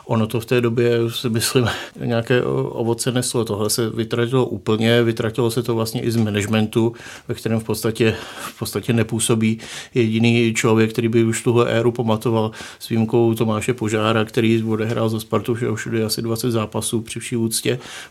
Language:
Czech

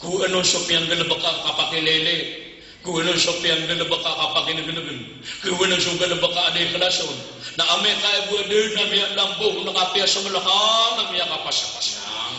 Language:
Maranao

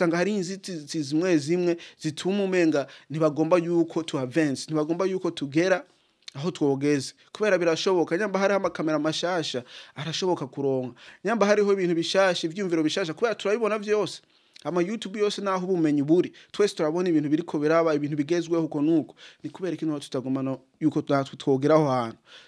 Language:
Rundi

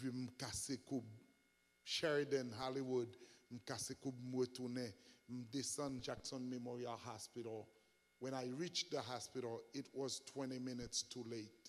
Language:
Haitian Creole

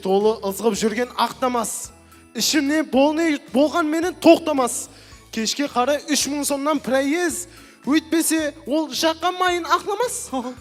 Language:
Kara-Kalpak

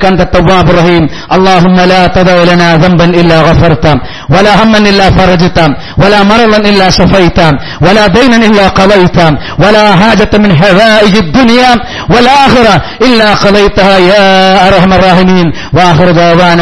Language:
Malayalam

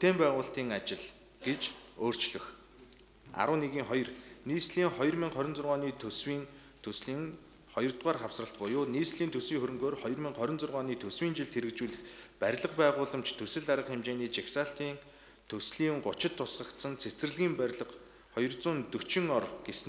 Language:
Mongolian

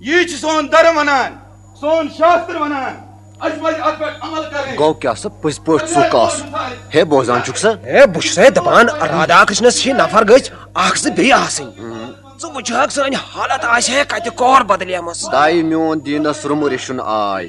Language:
Kashmiri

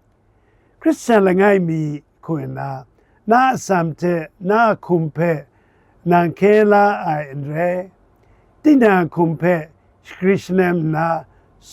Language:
Kachin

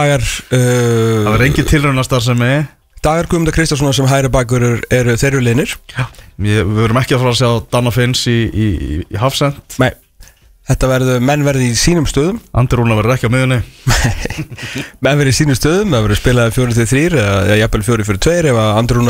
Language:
Icelandic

